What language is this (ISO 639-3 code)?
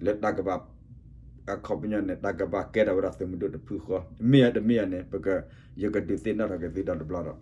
ksw